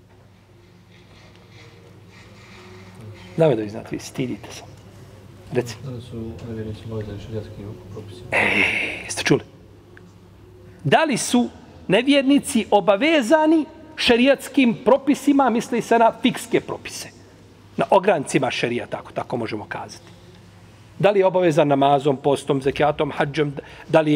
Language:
Bosnian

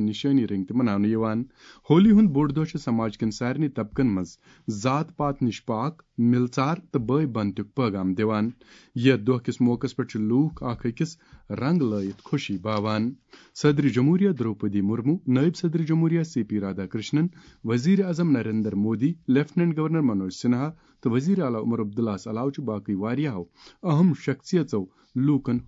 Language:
Kashmiri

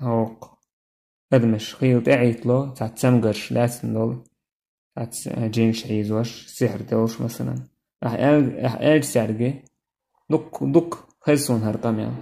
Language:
Chechen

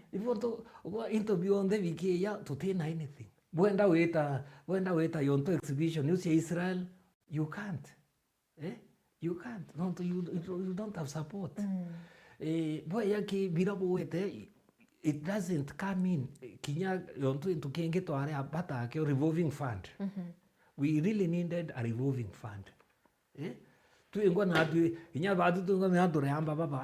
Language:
Meru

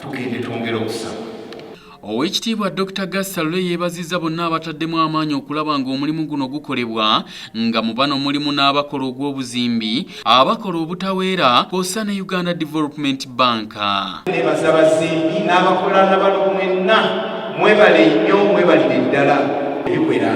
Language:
Ganda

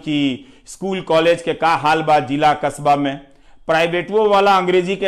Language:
Bhojpuri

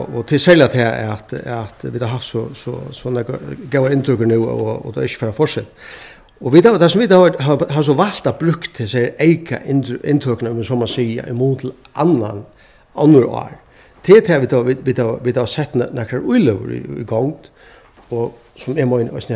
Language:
Faroese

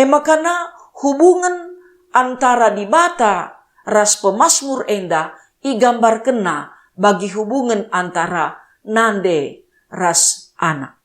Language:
Batak Karo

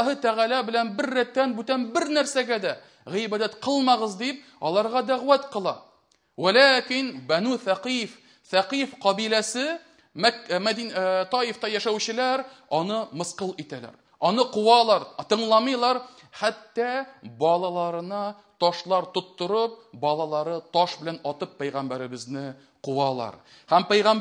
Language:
Tatar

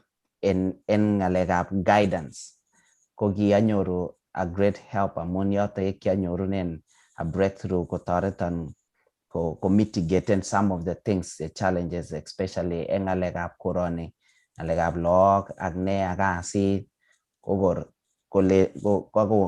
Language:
Kalenjin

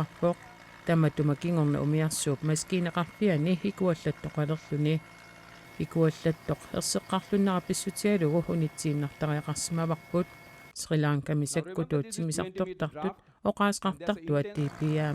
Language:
Kalaallisut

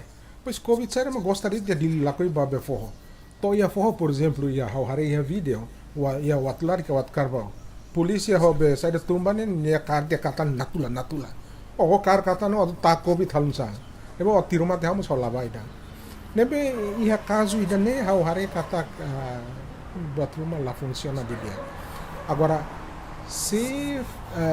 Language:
Tetum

